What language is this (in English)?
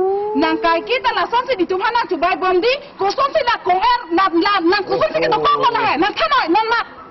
Karbi